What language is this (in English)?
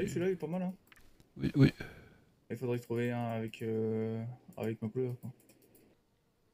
French